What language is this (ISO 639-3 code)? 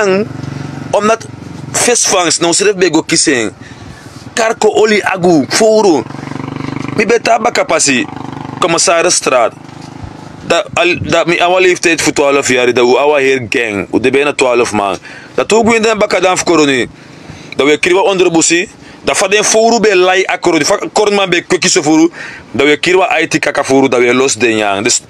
srn